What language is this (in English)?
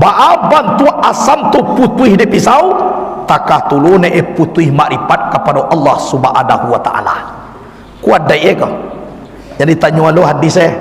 Minangkabau